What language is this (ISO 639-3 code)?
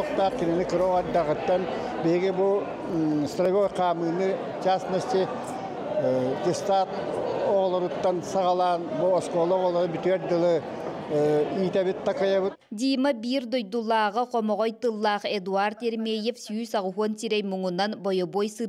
sah